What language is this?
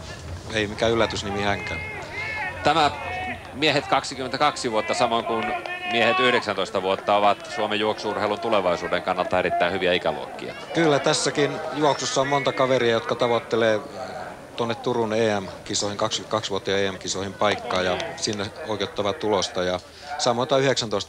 Finnish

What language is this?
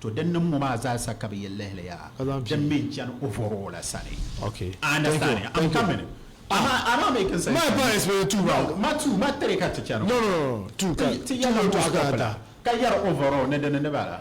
Dagbani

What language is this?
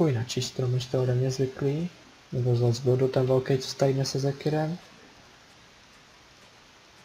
Czech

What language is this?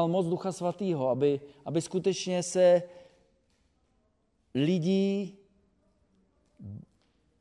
Czech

